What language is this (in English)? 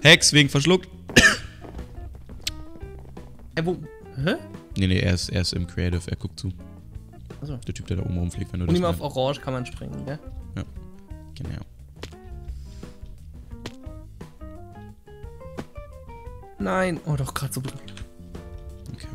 German